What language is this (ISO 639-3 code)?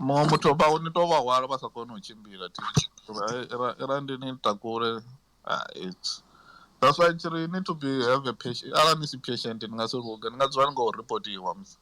ven